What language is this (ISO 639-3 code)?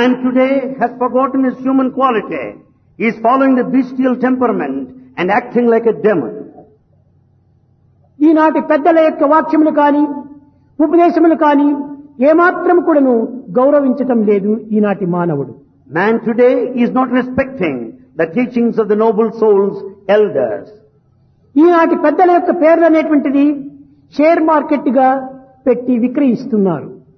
tel